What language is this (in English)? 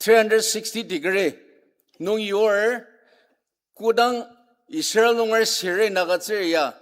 Ao Naga